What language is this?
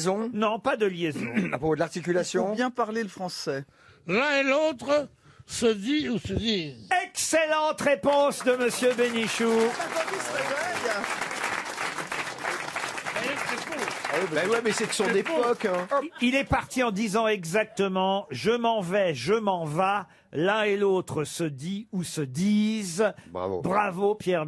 French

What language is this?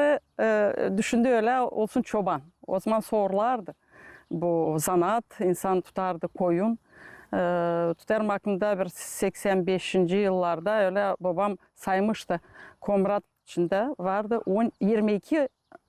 Gagauz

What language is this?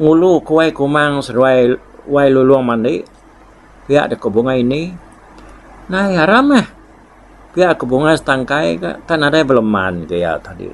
Iban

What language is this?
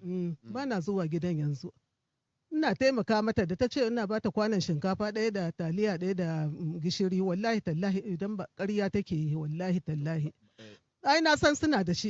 Hausa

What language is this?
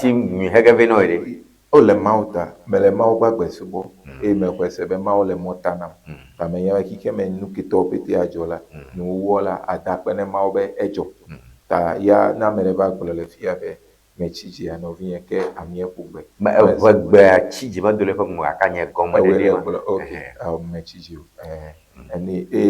Ewe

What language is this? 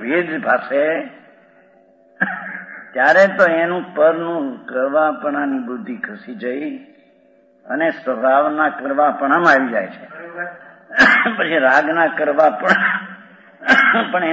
Gujarati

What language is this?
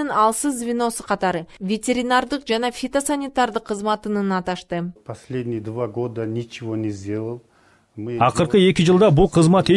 Kyrgyz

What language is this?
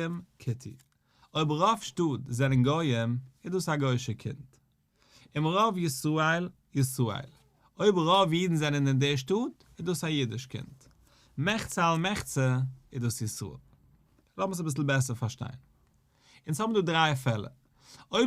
Yiddish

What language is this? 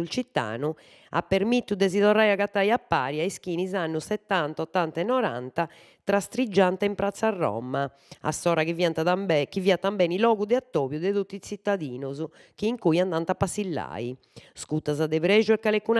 Sardinian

